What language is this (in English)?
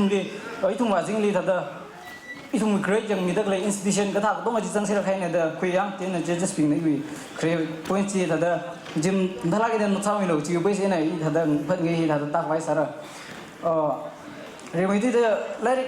Tangkhul Naga (India)